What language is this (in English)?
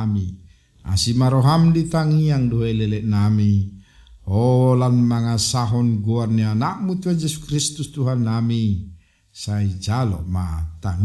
Batak Toba